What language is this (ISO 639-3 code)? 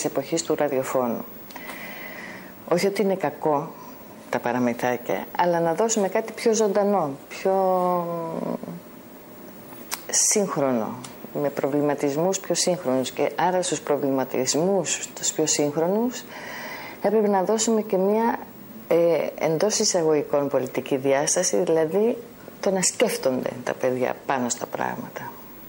ell